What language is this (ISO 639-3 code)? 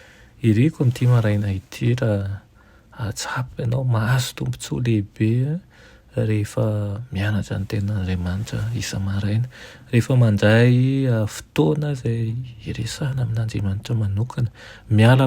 mlg